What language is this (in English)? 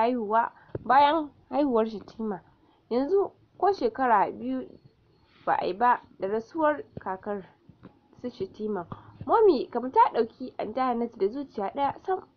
Hausa